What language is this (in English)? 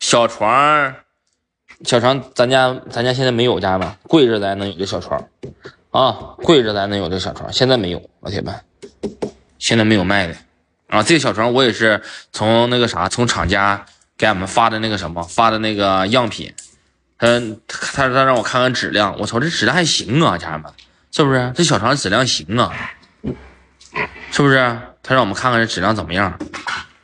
Chinese